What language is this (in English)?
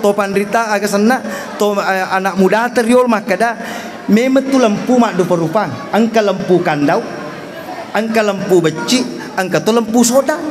Buginese